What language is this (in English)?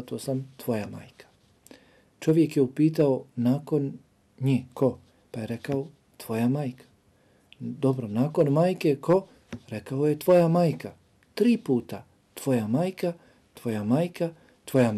Bosnian